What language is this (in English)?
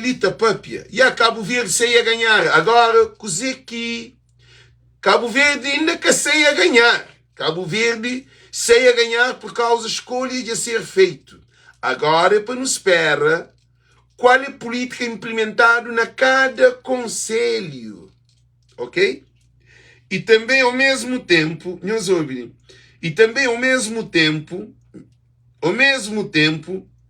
Kabuverdianu